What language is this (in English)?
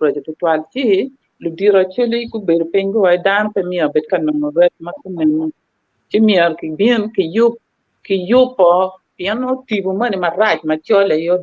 Acoli